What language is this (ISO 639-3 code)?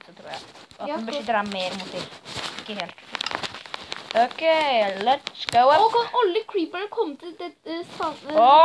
nor